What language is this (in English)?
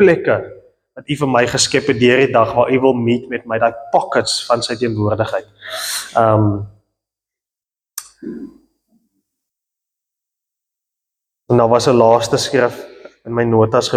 Afrikaans